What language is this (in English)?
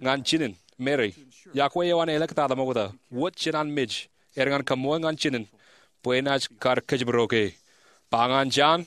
Marshallese